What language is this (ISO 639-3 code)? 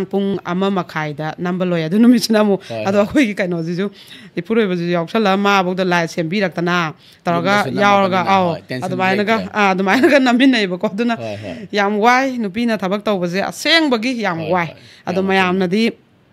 mni